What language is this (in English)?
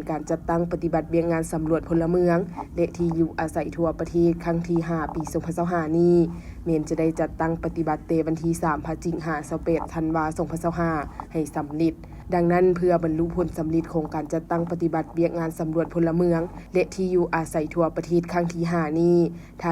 Lao